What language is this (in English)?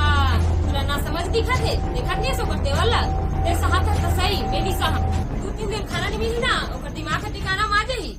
Chhattisgarhi